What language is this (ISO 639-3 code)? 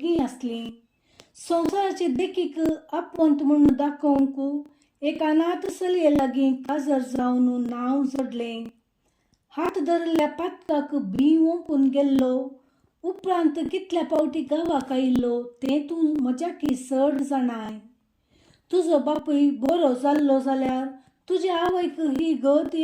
kok